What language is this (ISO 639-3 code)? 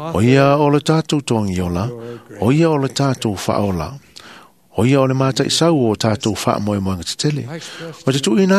smo